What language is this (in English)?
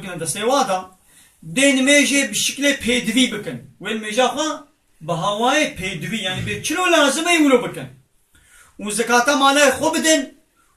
Kurdish